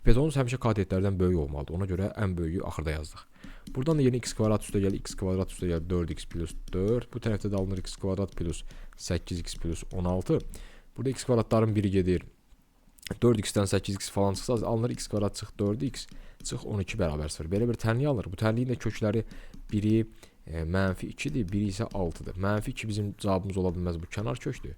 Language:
Azerbaijani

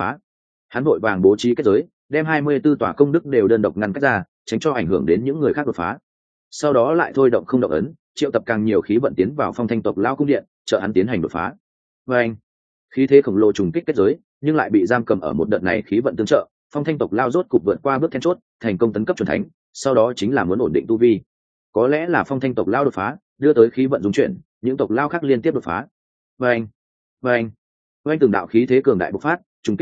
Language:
Vietnamese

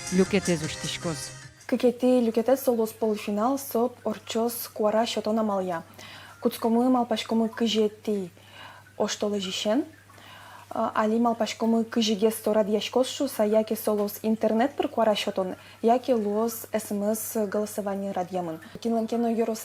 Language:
Udmurt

